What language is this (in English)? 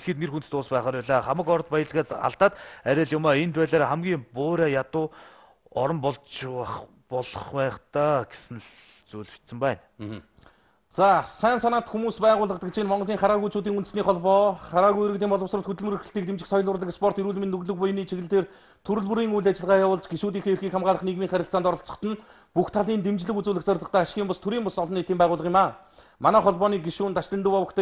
Mongolian